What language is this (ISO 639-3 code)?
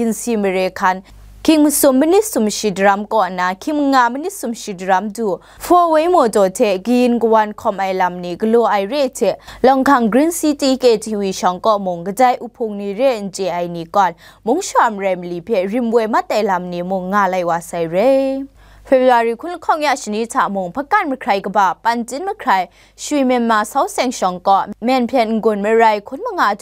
kac